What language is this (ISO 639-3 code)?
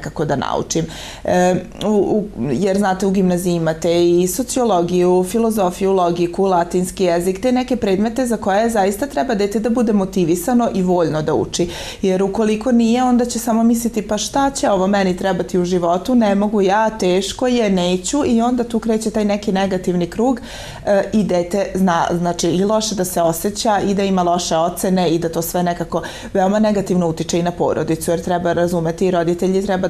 srp